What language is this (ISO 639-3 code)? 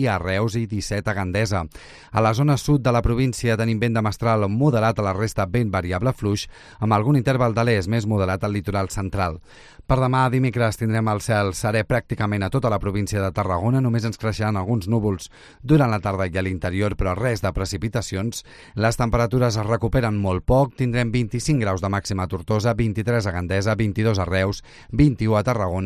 cat